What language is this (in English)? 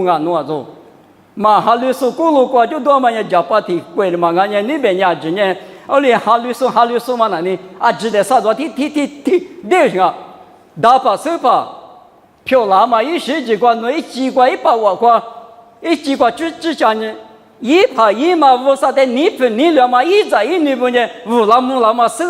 Lisu